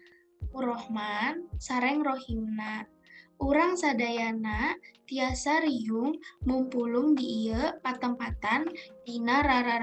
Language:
Sundanese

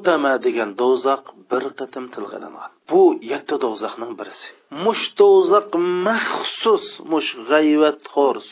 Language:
Uyghur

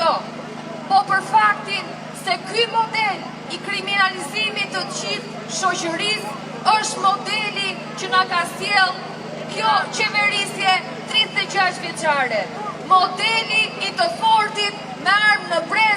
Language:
Albanian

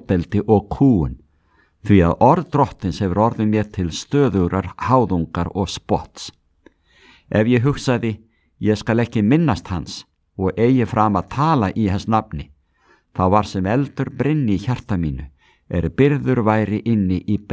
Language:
Icelandic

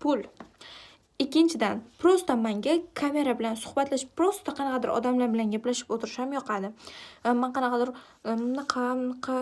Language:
Uzbek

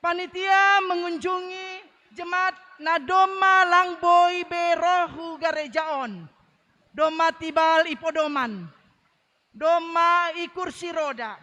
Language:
Batak Simalungun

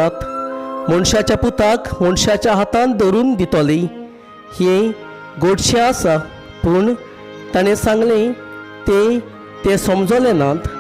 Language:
Konkani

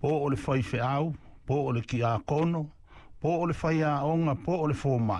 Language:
Samoan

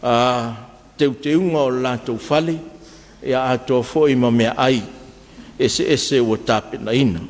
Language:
Samoan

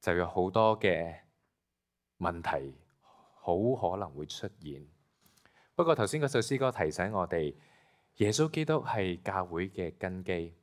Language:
Cantonese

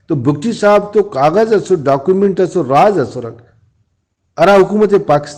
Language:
Brahui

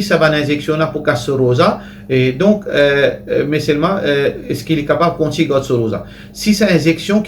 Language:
Morisyen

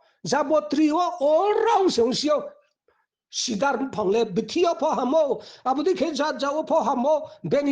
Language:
Riang (India)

